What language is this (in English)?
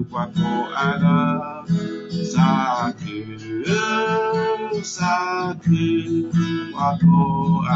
S'gaw Karen